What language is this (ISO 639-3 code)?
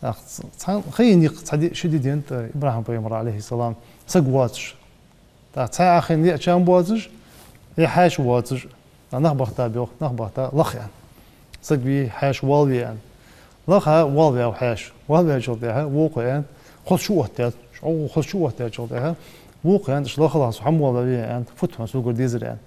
inh